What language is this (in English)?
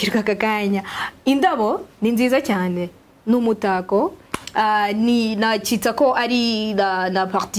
Kinyarwanda